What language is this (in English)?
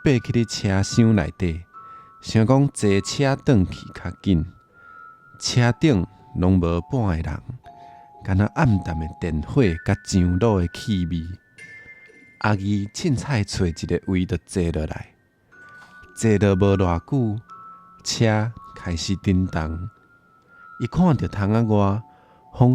Min Nan Chinese